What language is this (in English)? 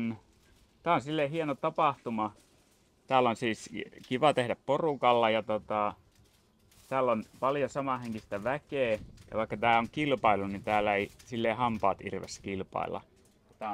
Finnish